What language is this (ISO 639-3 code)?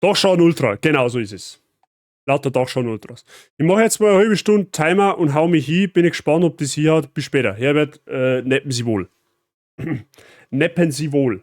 bar